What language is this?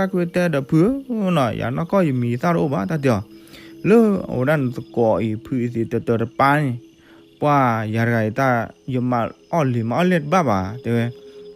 S'gaw Karen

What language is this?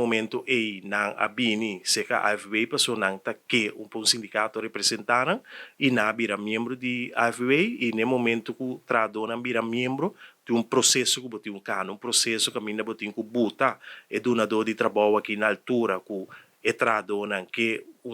Papiamento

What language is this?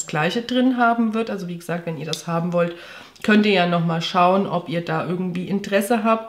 German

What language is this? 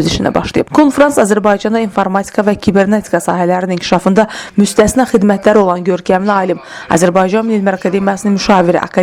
Azerbaijani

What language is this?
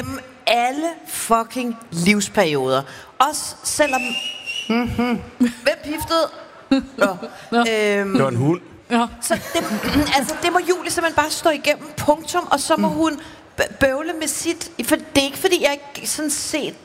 Danish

